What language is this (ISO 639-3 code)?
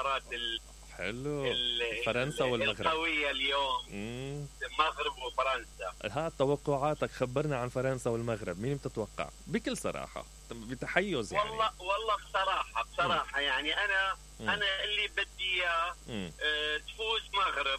acm